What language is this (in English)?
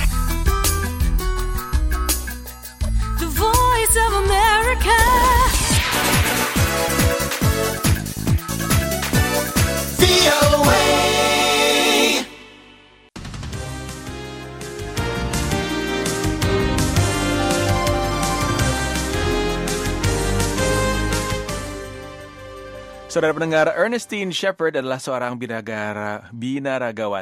Indonesian